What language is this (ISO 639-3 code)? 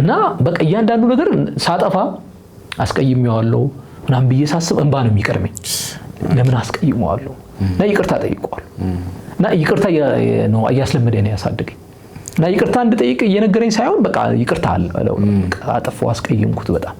amh